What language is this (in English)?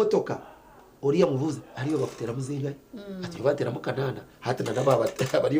Nyankole